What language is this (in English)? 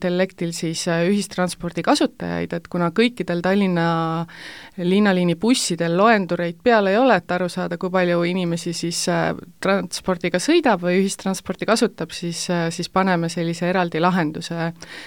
Estonian